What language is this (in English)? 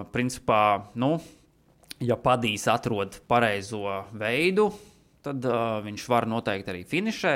Latvian